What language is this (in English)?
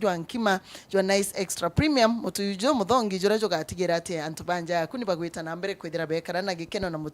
Meru